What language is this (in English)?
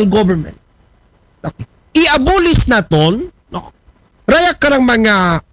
Aklanon